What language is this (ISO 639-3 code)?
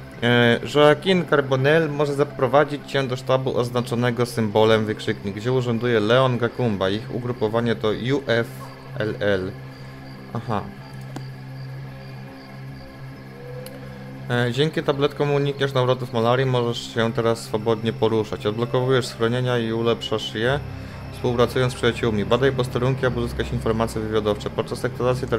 pol